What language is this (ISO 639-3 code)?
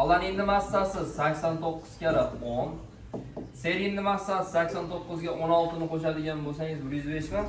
uzb